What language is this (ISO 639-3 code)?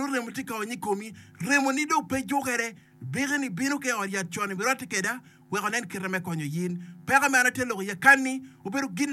ach